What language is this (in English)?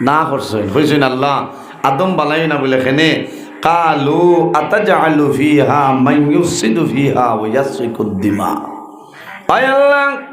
Sylheti